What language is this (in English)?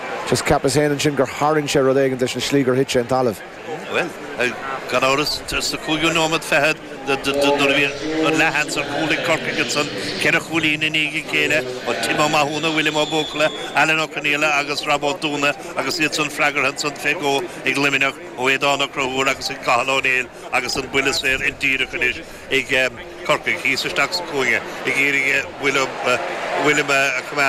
Irish